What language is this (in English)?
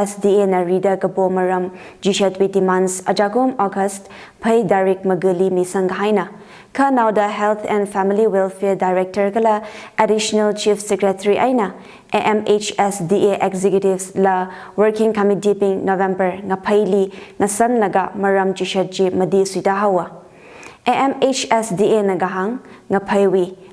Tangkhul Naga (India)